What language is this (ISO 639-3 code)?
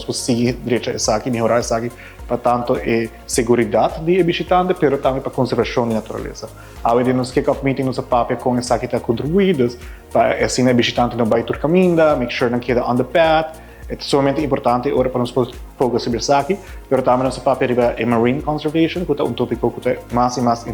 pap